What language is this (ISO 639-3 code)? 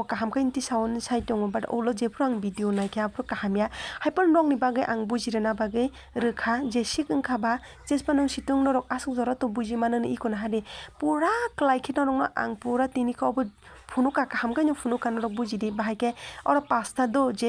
trp